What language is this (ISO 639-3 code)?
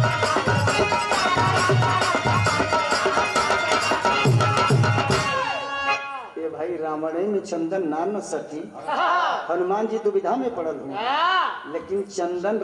bho